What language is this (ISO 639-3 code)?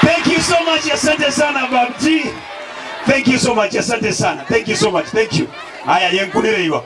guz